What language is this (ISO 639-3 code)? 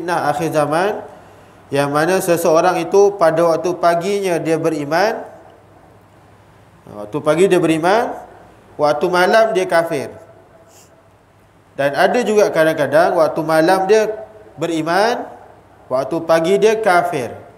msa